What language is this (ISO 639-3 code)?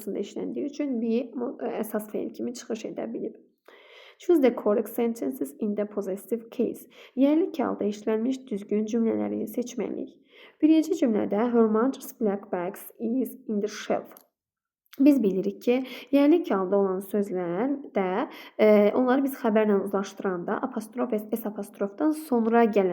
aze